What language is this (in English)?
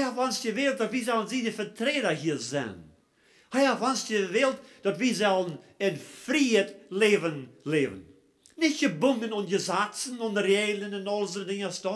Plautdietsch